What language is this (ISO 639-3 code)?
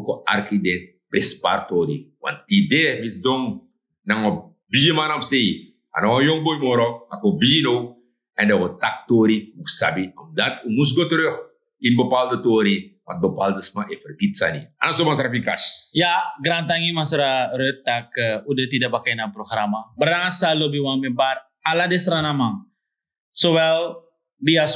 srn